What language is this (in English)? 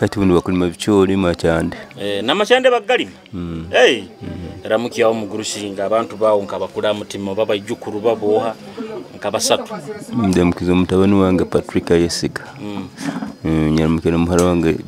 Nyoro